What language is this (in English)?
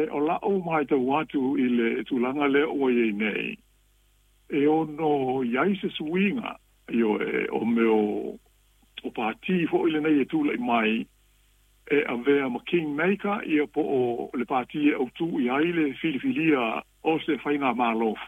Samoan